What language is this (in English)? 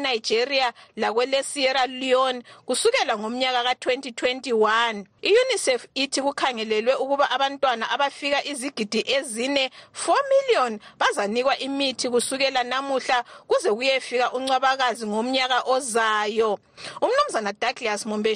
North Ndebele